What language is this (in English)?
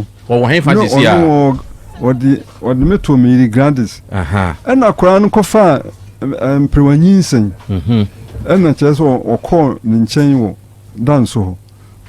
Akan